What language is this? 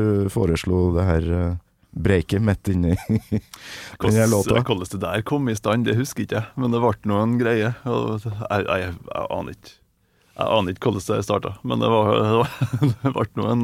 Norwegian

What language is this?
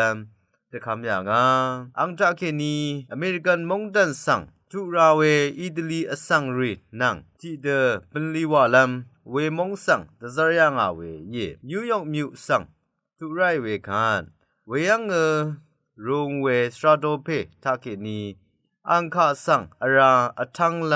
Rawang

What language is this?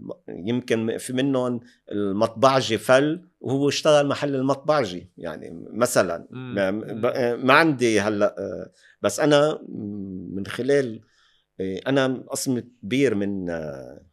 North Levantine Arabic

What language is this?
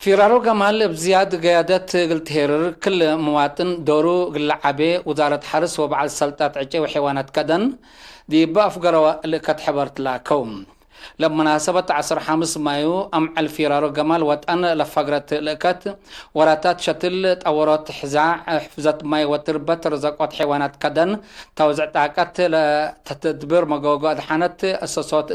Tigre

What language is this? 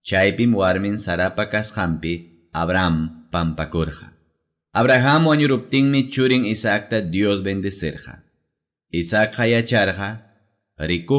Ayacucho Quechua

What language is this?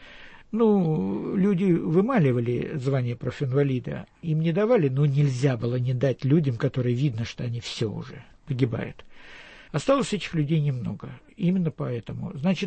Russian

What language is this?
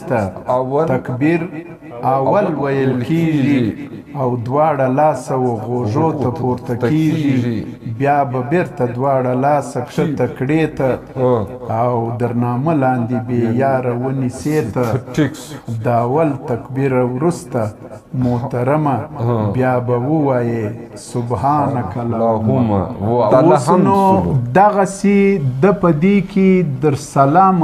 Pashto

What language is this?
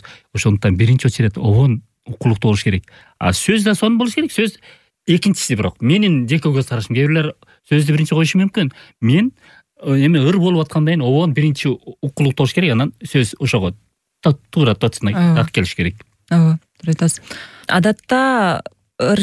Kyrgyz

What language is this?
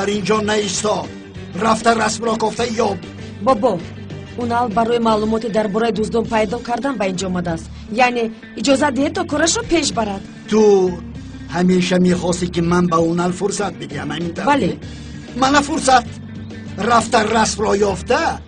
Tajik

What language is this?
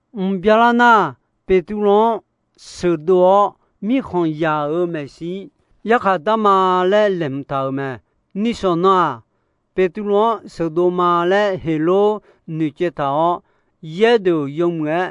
Akha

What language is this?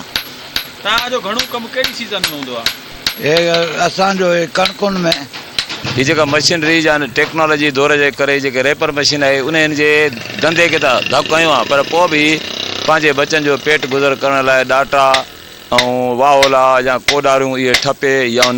Sindhi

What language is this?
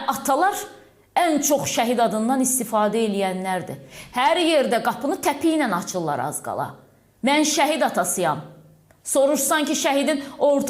Azerbaijani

